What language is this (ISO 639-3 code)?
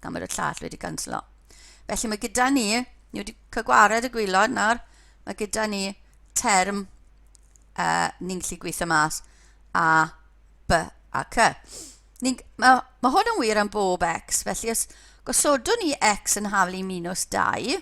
cym